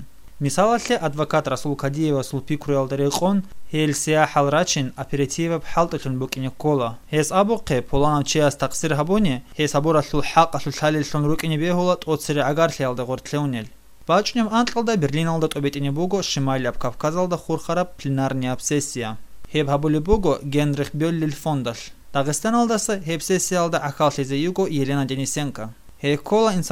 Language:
Avaric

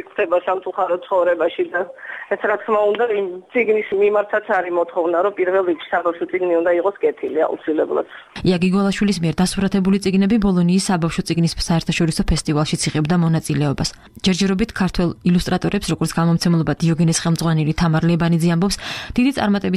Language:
Georgian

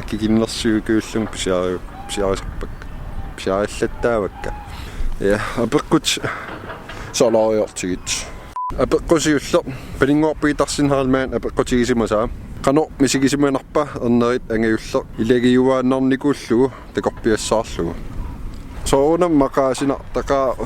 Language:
Kalaallisut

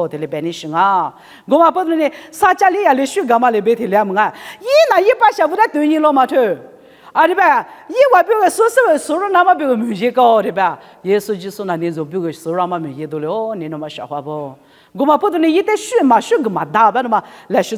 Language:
Lisu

